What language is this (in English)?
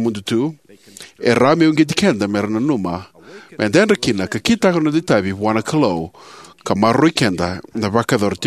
Fijian